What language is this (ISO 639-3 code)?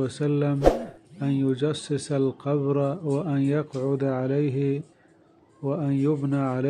bgp